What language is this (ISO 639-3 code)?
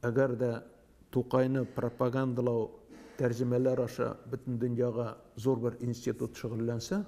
tat